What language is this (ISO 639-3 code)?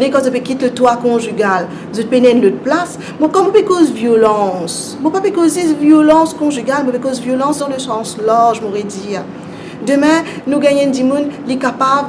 mfe